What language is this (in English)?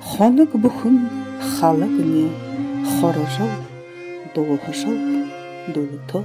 Buriat